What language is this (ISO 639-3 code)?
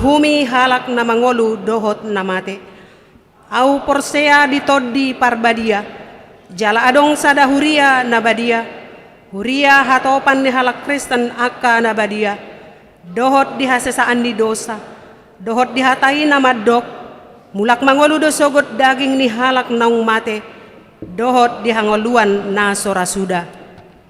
bbc